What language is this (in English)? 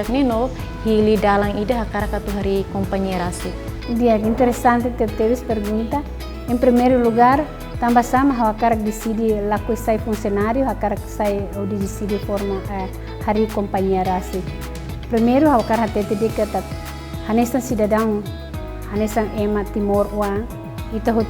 Tetum